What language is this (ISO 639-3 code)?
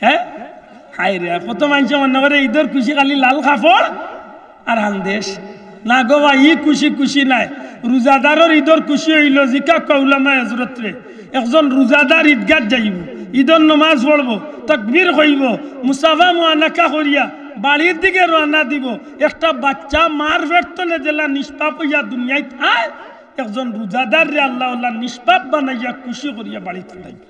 syl